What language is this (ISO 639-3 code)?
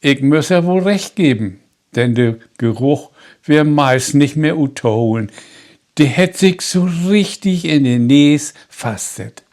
nds